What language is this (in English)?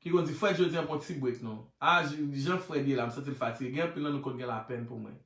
Haitian Creole